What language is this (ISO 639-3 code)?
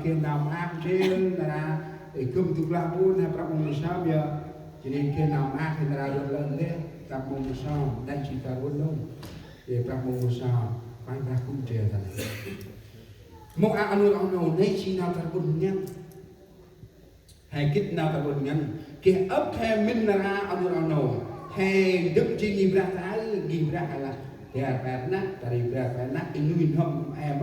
cmo